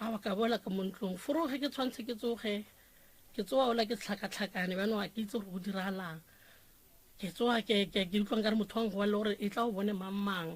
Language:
Northern Sotho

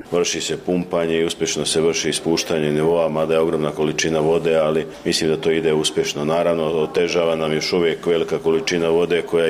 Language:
Bosnian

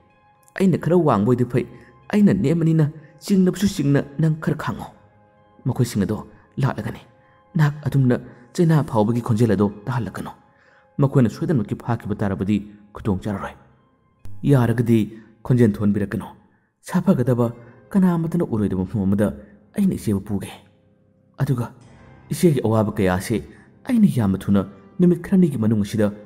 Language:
Manipuri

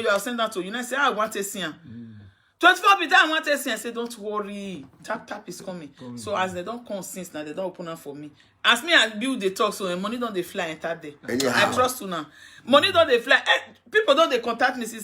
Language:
Nigerian Pidgin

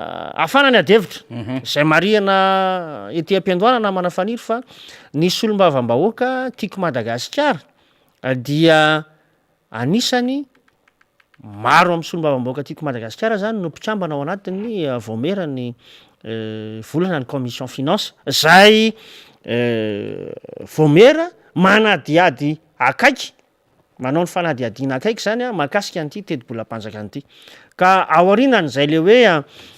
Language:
Malagasy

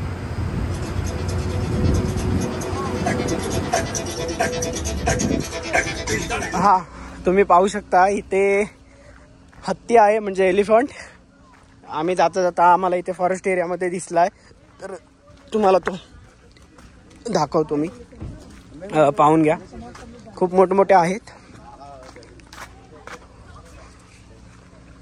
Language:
Marathi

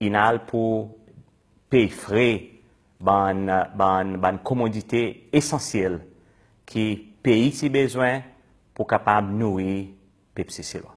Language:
Seselwa Creole French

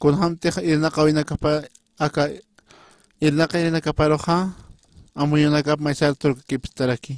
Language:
Aymara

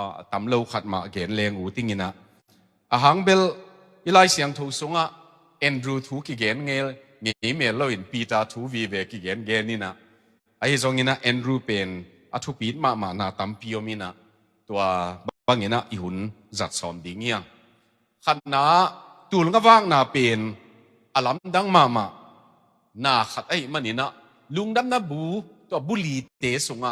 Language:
Tedim Chin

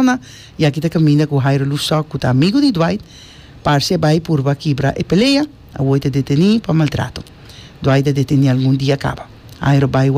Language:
Papiamento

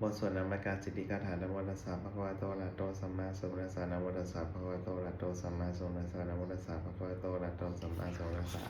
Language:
Pali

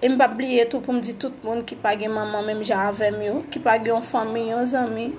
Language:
Haitian Creole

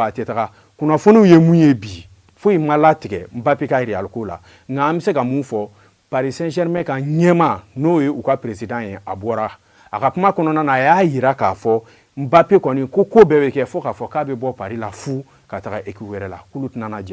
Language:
Bambara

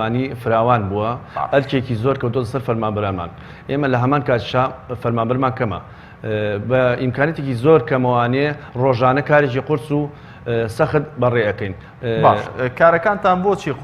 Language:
Central Kurdish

